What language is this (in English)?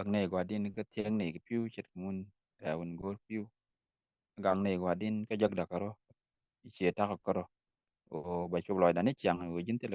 Nuer